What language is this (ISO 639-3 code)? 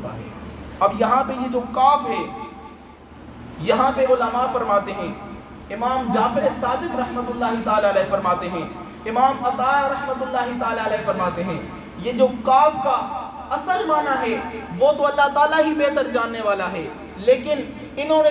urd